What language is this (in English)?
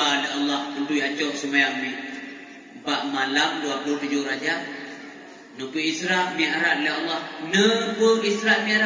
Achinese